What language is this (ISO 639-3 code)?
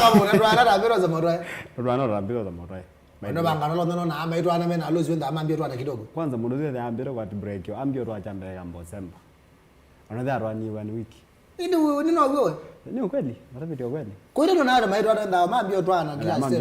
kam